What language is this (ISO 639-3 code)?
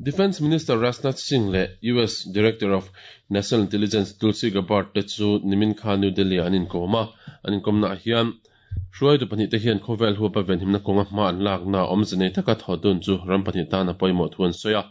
lus